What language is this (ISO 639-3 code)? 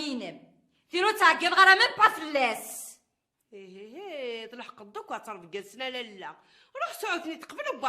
kab